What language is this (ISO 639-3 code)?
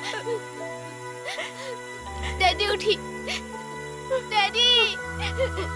bho